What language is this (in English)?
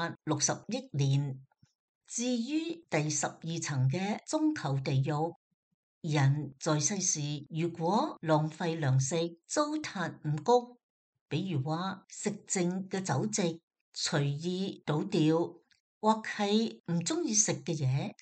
Cantonese